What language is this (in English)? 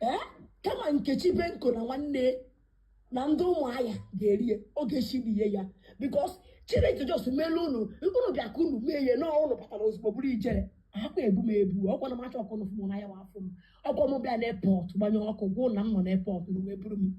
Igbo